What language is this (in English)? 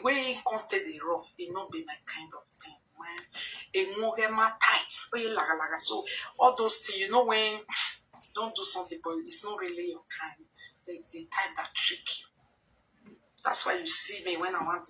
Nigerian Pidgin